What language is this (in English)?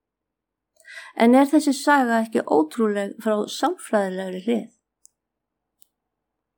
Icelandic